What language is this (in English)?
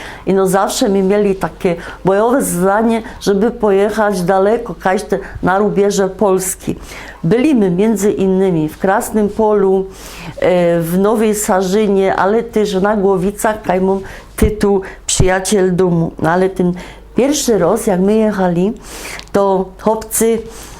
Silesian